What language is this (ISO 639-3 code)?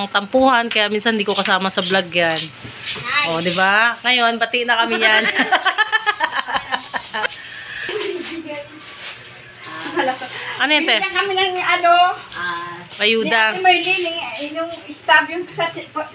fil